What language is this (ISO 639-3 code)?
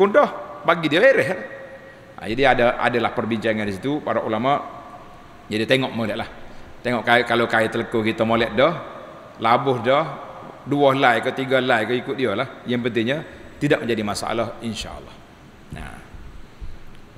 msa